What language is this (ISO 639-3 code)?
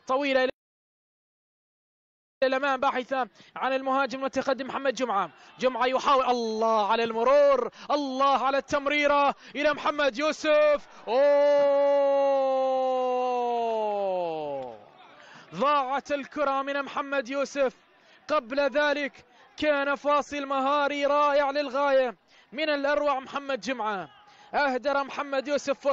ara